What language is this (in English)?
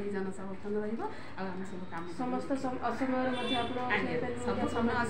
Odia